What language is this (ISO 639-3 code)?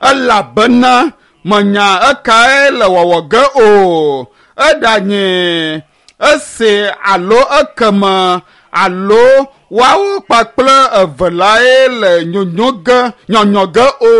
ewe